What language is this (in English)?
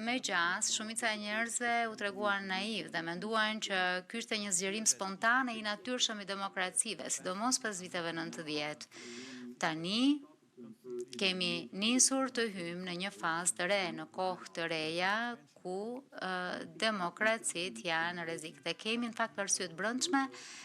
Albanian